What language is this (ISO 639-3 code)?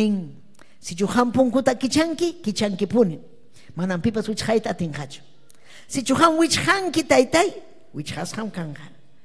quy